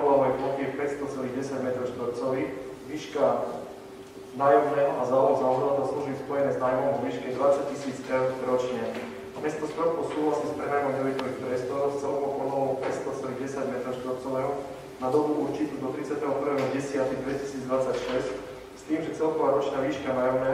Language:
Slovak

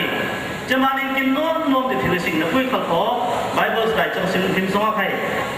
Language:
Falam Chin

